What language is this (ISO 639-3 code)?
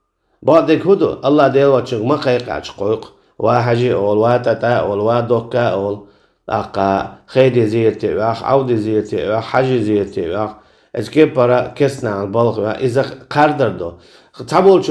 che